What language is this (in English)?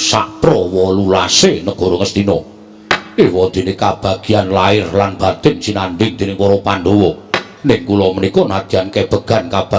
Javanese